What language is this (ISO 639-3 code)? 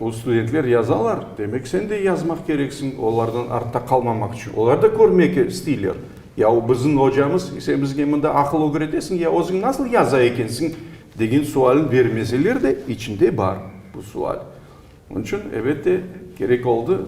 crh